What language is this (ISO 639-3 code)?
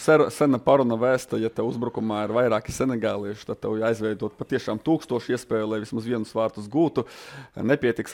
lav